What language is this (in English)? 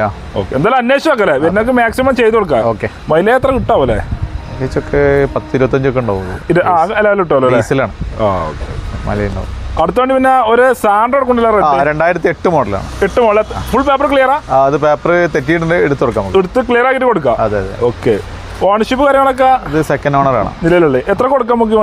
Malayalam